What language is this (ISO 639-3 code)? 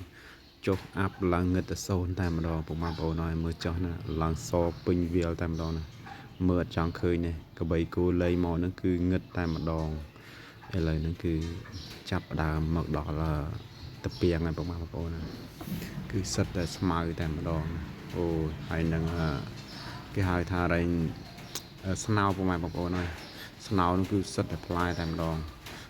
khm